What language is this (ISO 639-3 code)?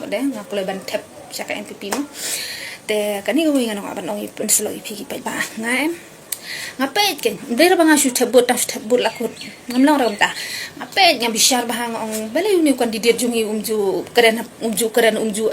kha